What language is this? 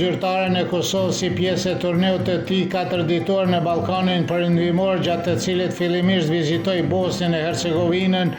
Albanian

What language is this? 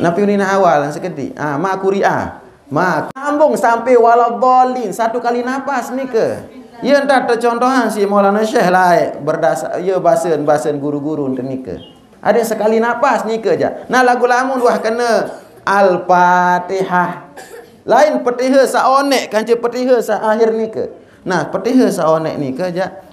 Sasak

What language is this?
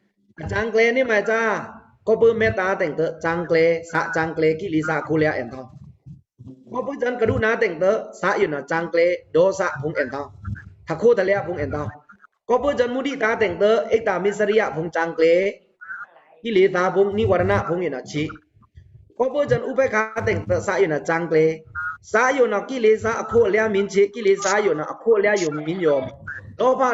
Pa'o Karen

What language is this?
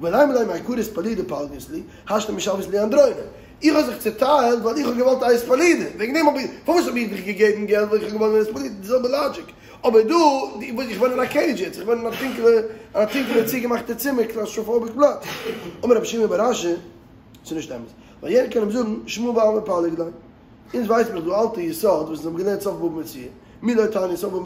Yiddish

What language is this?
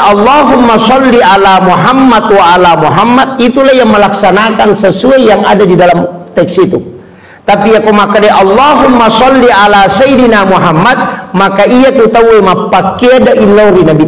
Buginese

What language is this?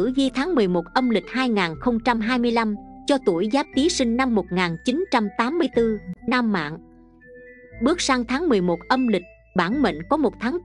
Vietnamese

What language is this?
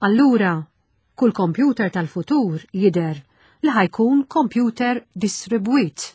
Maltese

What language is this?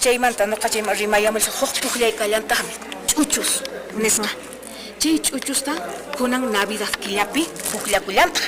Quechua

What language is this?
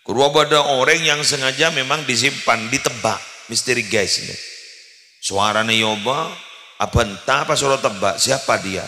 Madurese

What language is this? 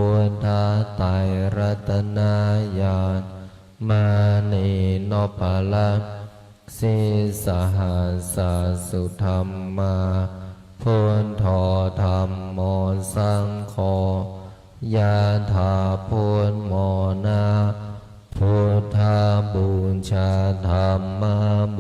Pali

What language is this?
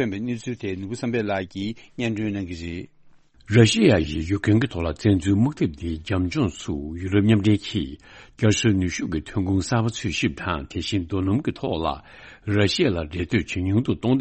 Tibetan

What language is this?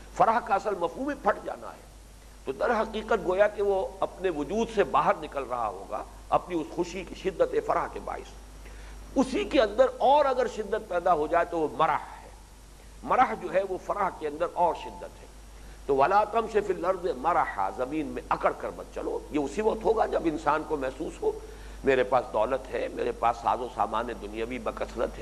Urdu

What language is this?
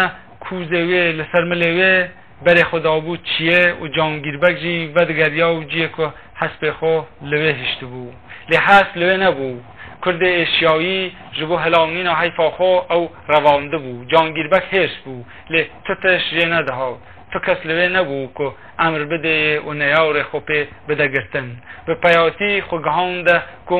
Kurdish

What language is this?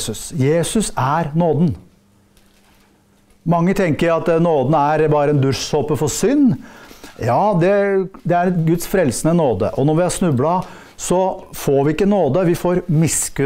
Norwegian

